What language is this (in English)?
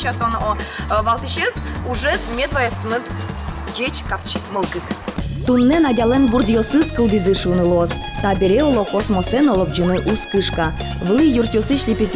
Udmurt